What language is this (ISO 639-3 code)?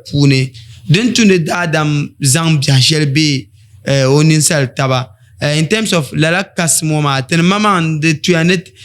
dag